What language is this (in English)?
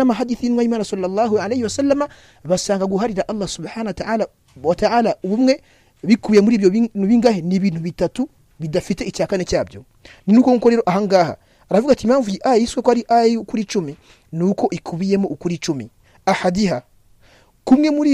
Kinyarwanda